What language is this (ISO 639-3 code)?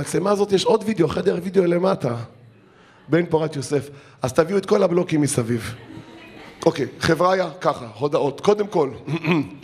heb